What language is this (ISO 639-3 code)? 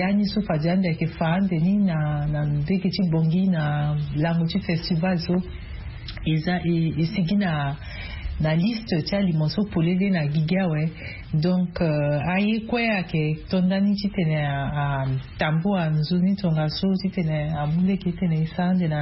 sag